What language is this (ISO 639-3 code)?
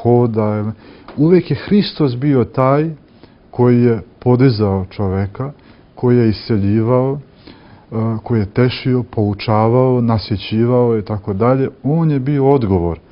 srp